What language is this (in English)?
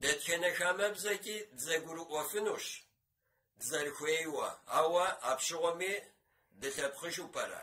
Kabardian